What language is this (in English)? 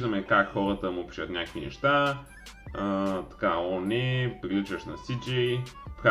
Bulgarian